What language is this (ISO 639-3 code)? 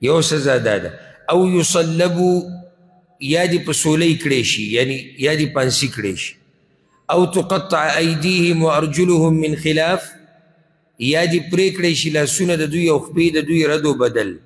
pus